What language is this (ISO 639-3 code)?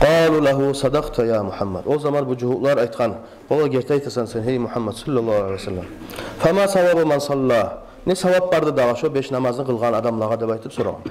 kum